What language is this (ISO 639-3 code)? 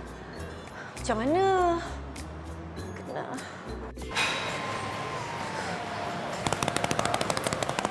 msa